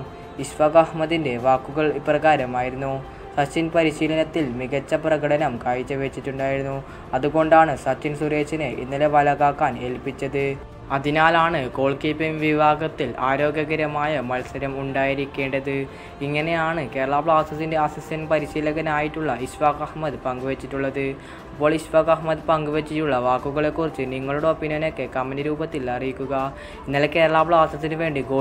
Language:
Malayalam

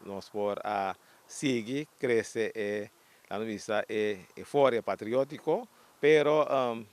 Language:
Papiamento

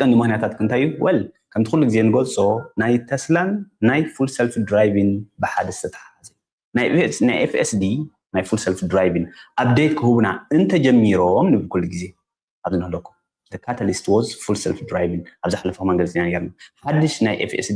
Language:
Tigrinya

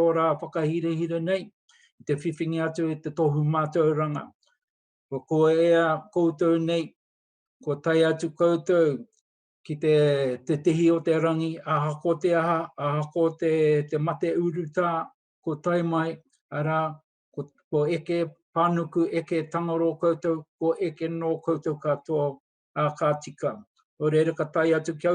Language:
Māori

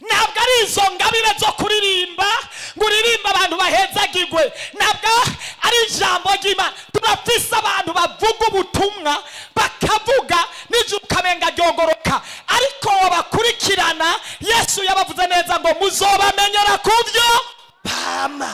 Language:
Rundi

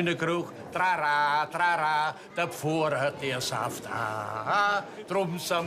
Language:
Bavarian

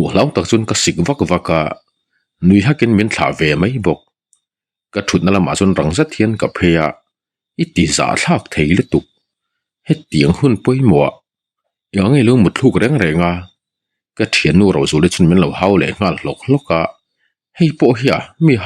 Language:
Mizo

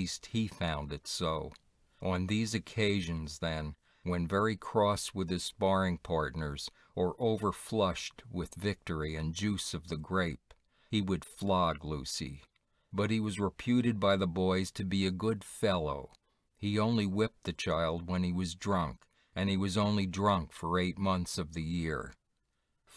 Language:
English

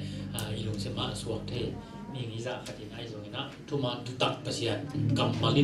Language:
Tedim Chin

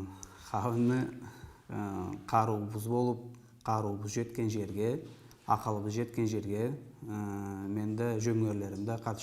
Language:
Karachay-Balkar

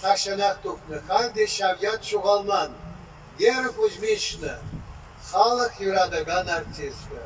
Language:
Chuvash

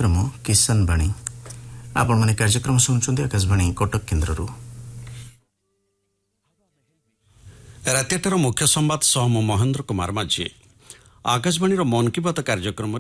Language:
Odia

